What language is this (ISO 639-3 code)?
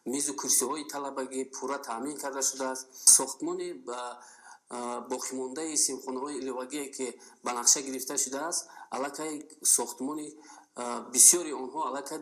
tgk